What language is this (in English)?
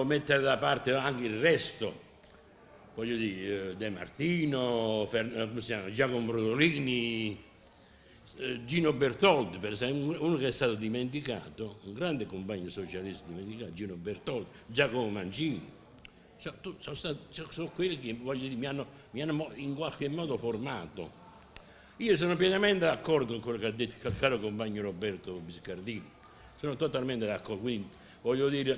Italian